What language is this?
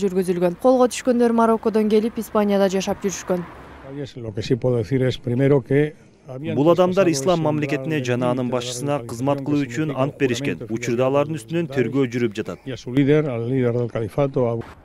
Kyrgyz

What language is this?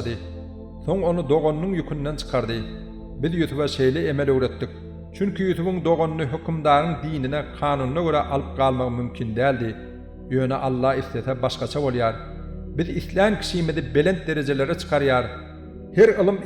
Turkmen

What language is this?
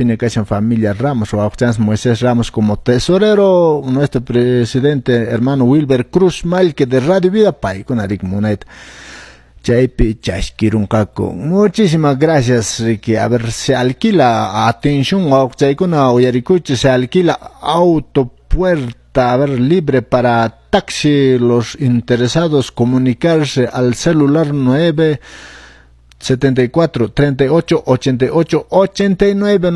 Quechua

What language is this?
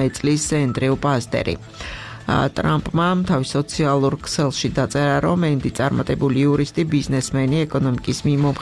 Georgian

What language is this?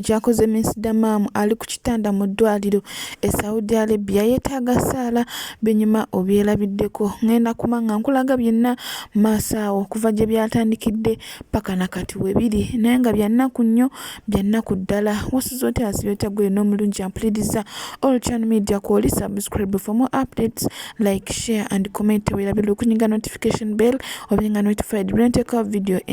Ganda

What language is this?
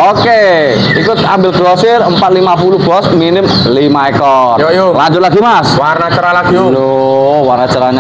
Indonesian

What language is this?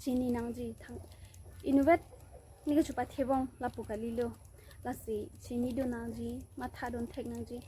Karbi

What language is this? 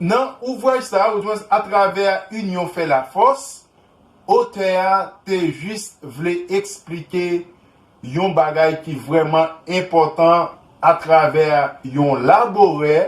Haitian Creole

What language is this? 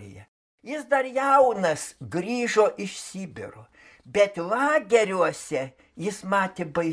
Lithuanian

